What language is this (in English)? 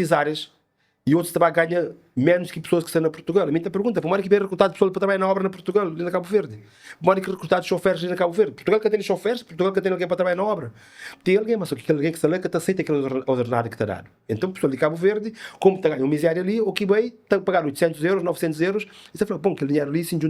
Kabuverdianu